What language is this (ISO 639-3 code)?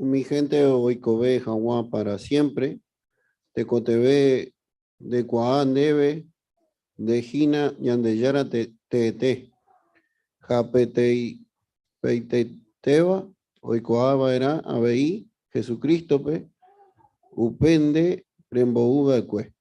grn